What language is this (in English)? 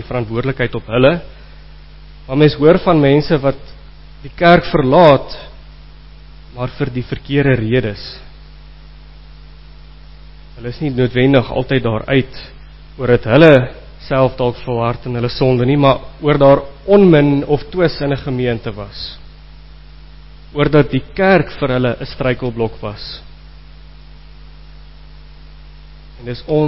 Afrikaans